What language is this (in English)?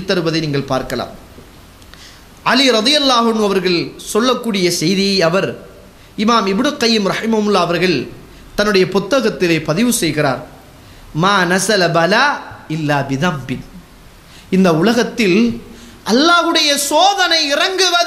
Tamil